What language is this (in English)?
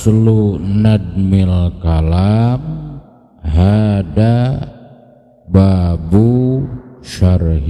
Sundanese